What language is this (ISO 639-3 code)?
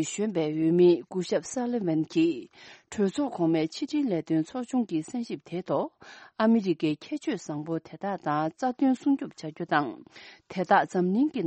bod